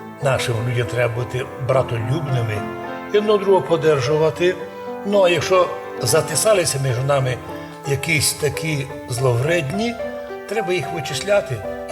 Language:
Rusyn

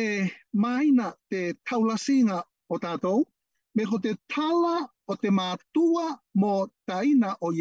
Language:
Latvian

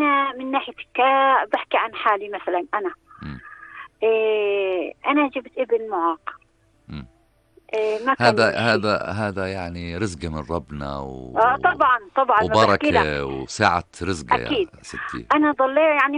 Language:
North Levantine Arabic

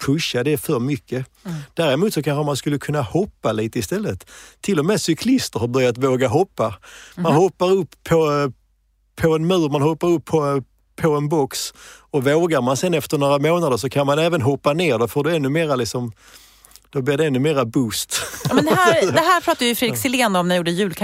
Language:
Swedish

